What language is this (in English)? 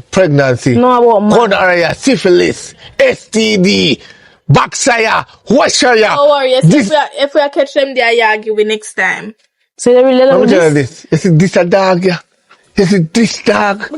Jamaican Creole English